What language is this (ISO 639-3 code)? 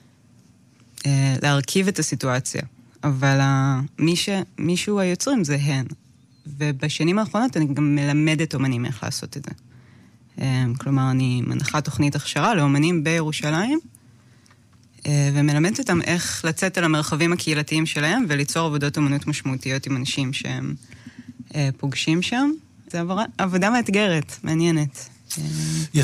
heb